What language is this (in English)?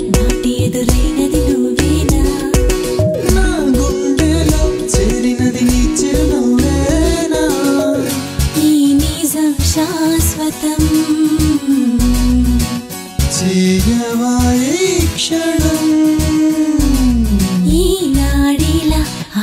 Telugu